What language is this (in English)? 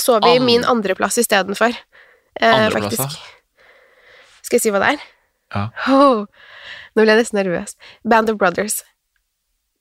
Norwegian